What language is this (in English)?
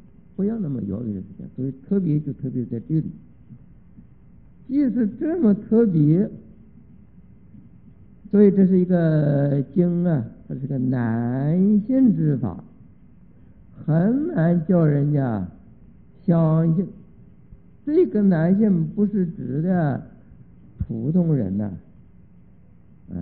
Chinese